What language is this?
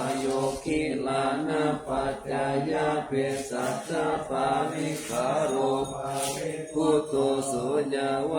Pali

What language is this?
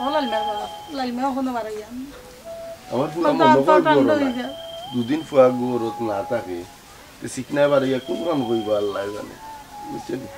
Sylheti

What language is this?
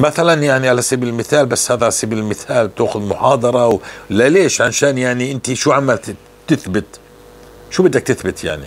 North Levantine Arabic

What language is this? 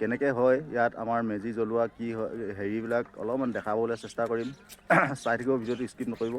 Assamese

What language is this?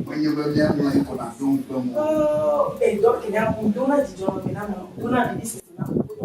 Ewe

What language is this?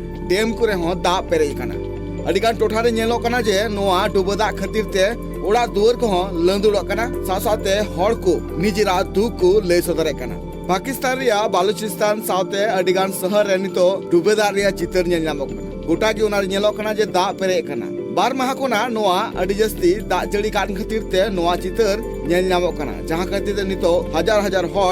Santali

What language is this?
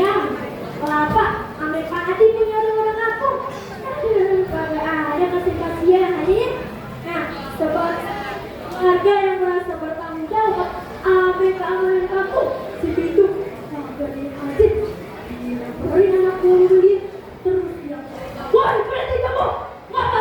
Betawi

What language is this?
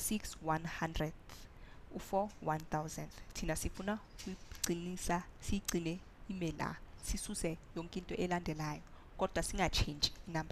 Zulu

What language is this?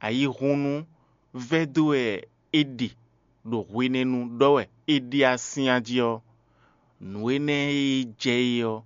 Fon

